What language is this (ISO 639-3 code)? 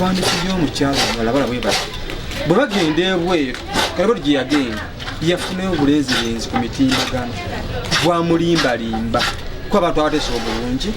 lug